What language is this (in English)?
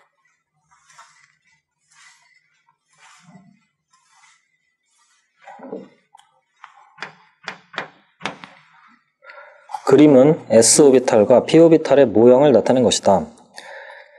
Korean